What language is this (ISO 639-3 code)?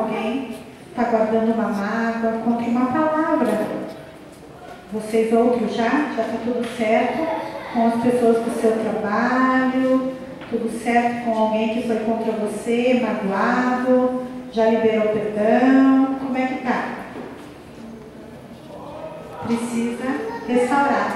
por